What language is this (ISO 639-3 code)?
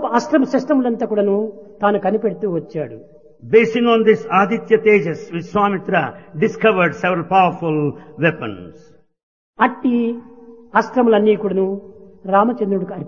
tel